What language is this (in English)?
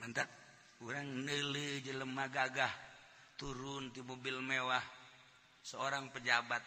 Sundanese